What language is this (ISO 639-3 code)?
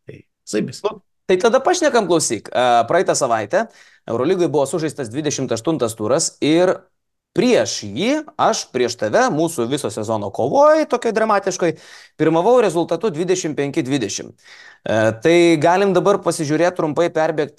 lit